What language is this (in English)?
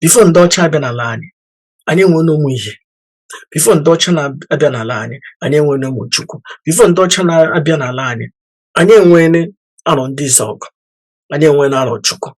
Igbo